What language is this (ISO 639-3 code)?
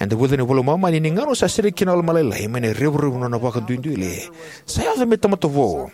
fij